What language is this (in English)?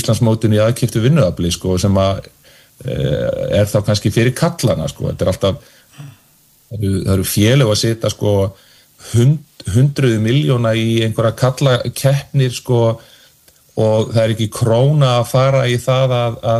Icelandic